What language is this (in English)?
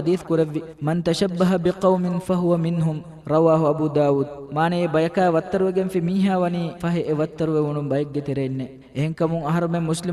Divehi